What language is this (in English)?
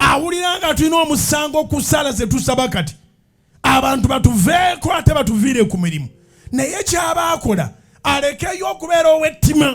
Ganda